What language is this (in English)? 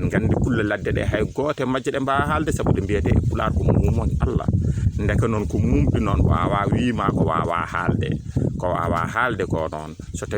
Fula